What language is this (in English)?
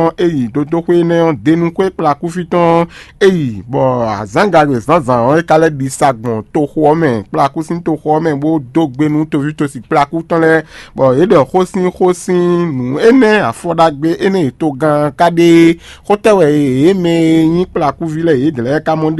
Fon